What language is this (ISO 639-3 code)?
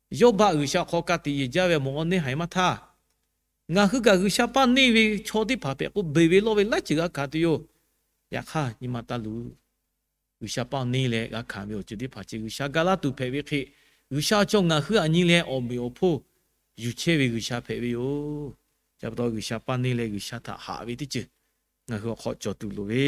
lhu